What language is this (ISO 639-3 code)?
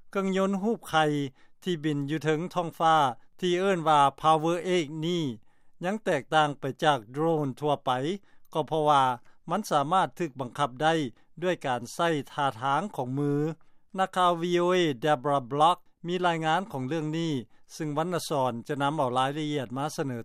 lao